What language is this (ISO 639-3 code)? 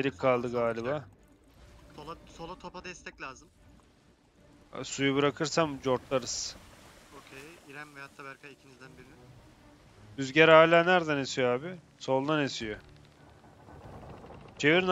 tur